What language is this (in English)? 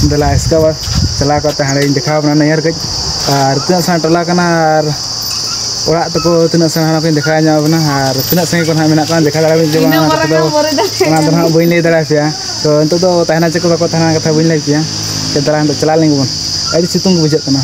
Santali